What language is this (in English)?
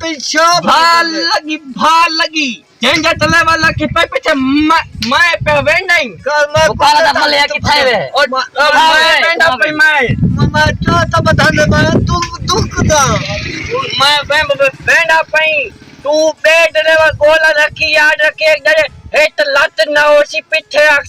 Saraiki